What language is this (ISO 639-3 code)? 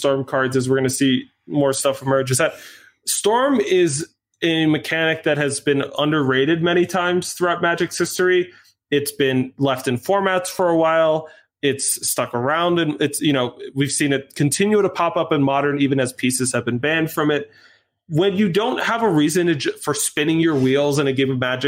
eng